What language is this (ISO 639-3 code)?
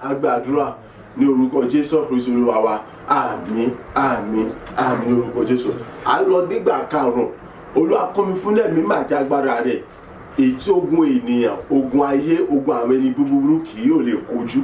yor